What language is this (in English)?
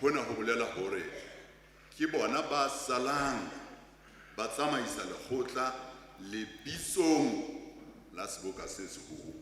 Southern Sotho